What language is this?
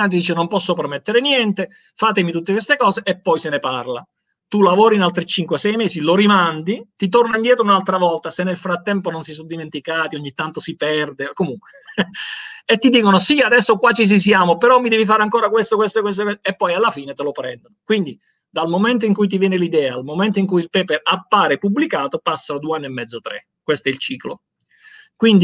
Italian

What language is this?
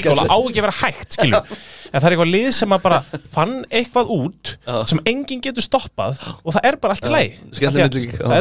Icelandic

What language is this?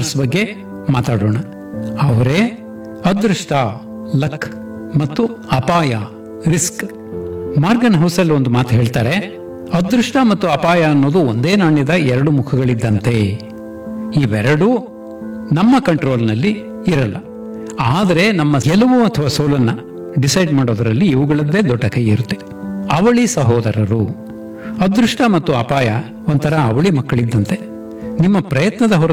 Kannada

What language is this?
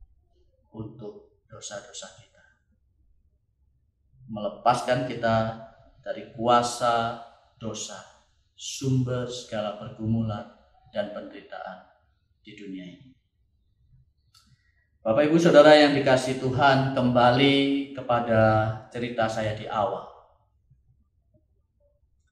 Indonesian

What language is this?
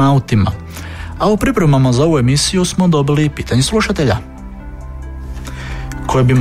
Croatian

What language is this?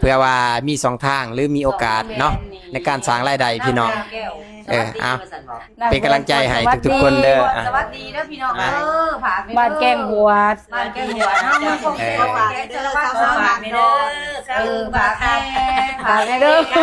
Lao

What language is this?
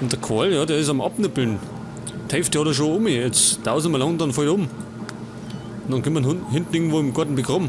Bavarian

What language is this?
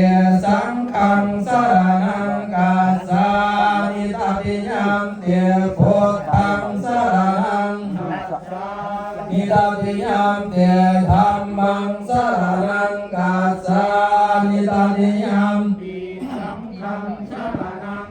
Pali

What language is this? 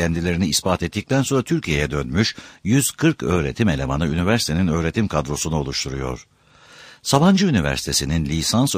Turkish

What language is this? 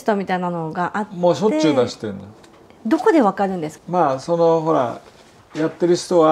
Japanese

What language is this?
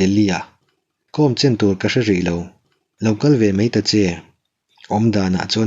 Mizo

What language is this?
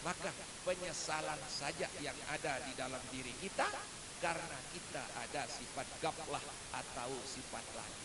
Sasak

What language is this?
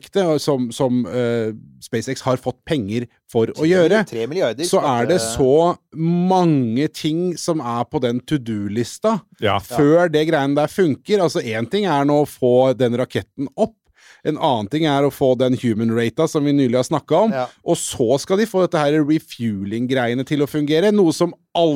Norwegian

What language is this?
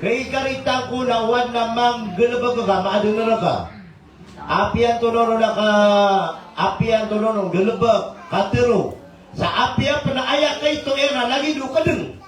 Maranao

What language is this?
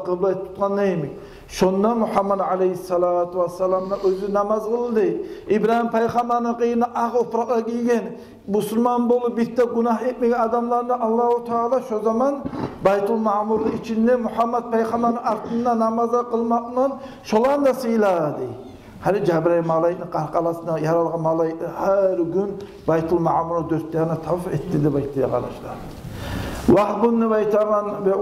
Kumyk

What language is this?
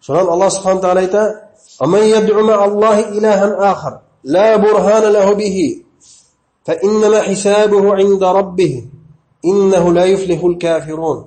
Bashkir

